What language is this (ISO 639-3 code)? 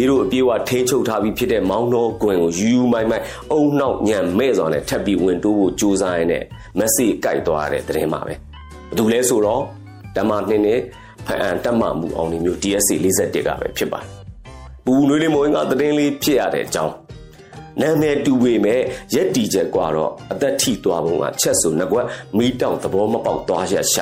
mya